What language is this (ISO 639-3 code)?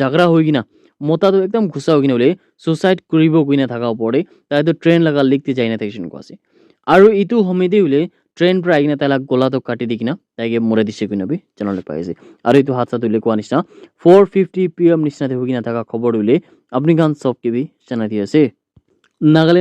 nag